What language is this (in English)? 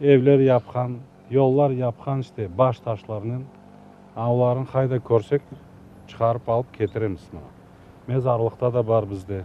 Crimean Tatar